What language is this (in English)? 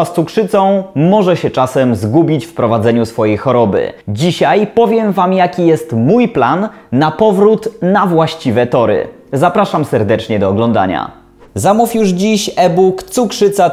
Polish